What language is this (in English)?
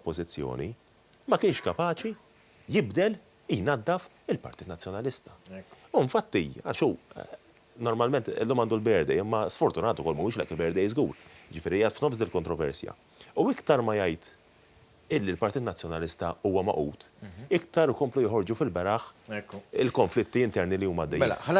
Maltese